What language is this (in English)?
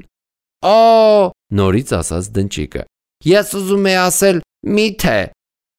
Armenian